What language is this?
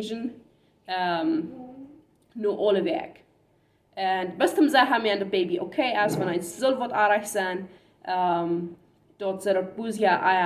Plautdietsch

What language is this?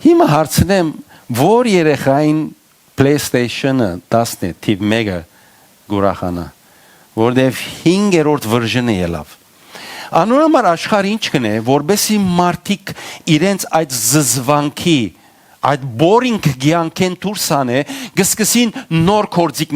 Western Armenian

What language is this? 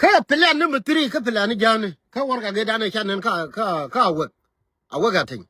Nuer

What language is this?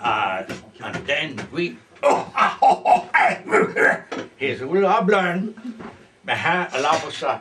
Breton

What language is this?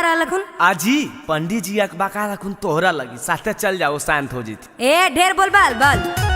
Magahi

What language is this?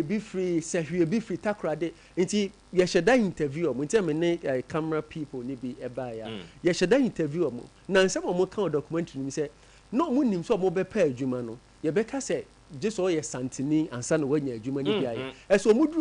Akan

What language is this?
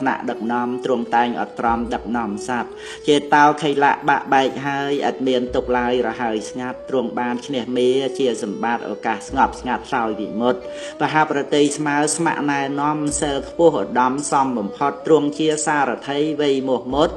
Khmer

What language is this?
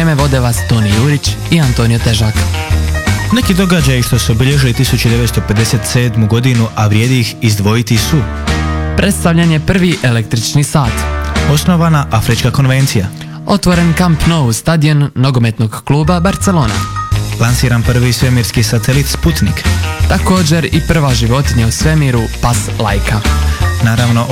Croatian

